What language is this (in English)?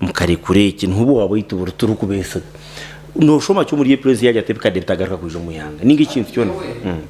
Nyankole